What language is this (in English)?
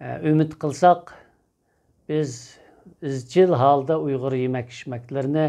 Uyghur